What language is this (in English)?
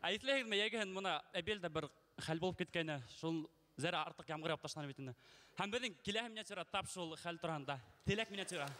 Bashkir